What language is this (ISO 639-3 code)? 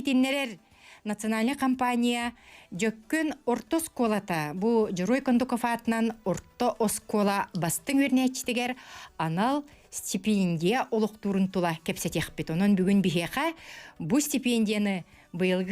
sah